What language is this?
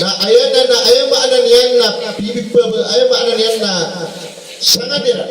Maranao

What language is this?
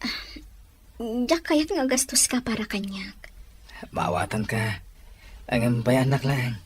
Iloko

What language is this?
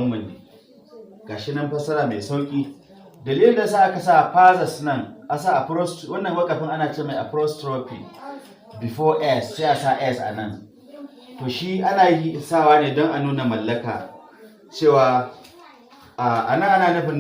Hausa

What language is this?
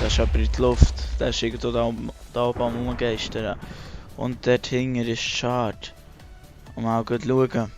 Swiss German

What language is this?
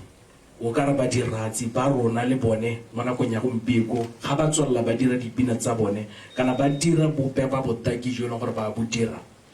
Tswana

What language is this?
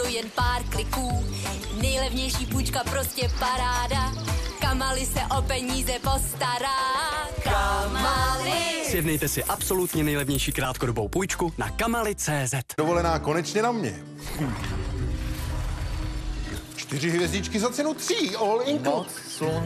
Czech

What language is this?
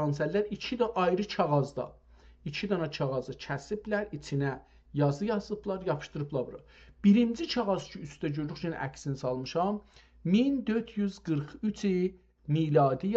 South Azerbaijani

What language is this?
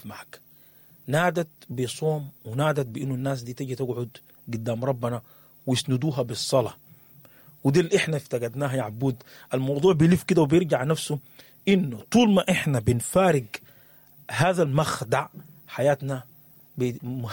Sudanese Arabic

